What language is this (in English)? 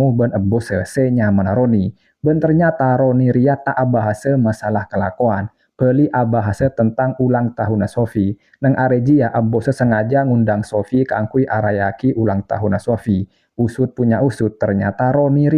Madurese